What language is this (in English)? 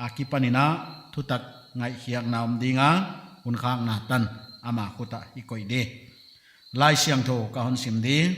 Paite Chin